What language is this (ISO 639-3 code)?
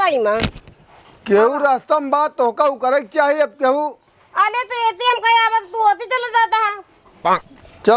awa